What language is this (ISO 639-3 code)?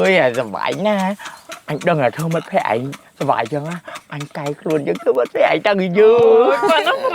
khm